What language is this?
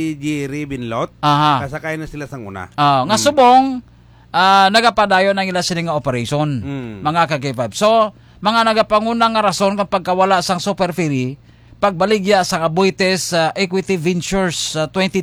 Hiligaynon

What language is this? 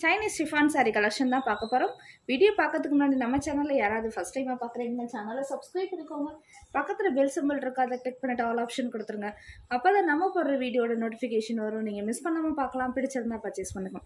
Tamil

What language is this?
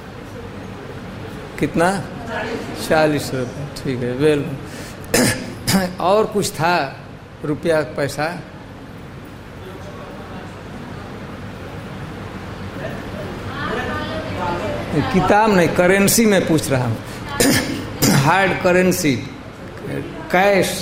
Hindi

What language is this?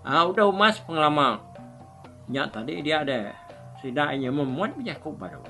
Iban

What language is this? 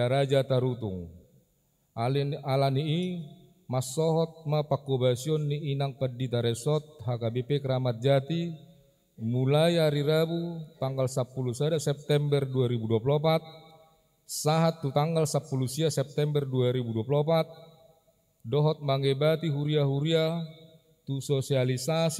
Batak Toba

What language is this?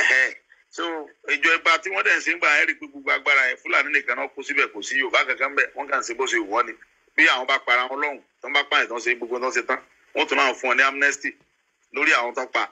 Yoruba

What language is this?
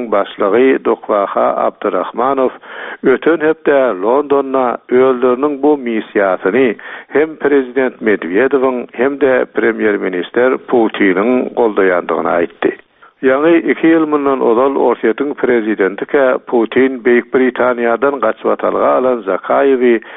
Turkmen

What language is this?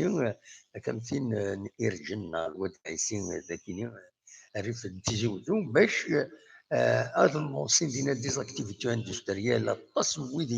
Kabyle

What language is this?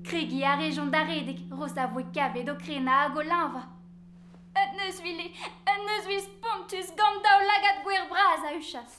Breton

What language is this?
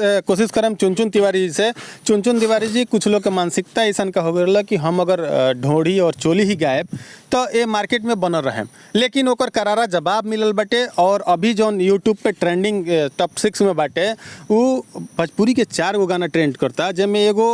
Bhojpuri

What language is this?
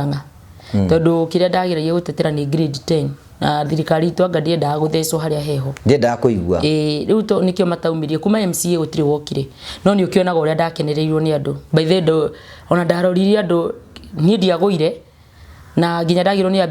Kikuyu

